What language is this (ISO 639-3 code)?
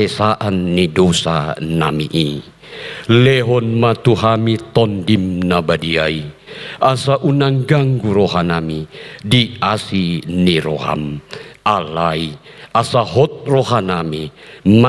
bbc